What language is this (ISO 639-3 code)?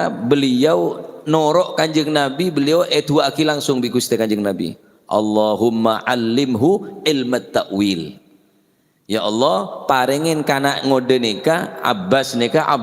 mad